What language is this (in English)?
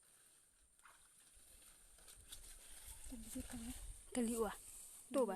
S'gaw Karen